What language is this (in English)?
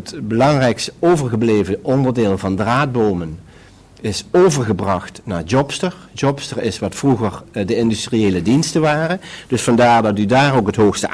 Dutch